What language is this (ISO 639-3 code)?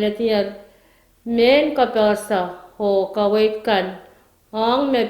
pon